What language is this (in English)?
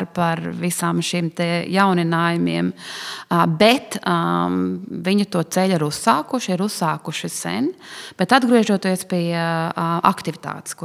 Latvian